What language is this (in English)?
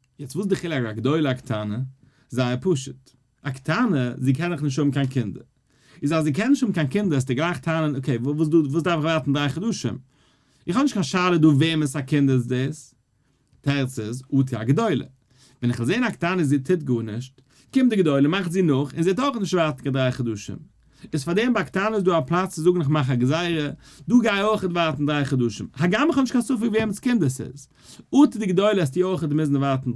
Yiddish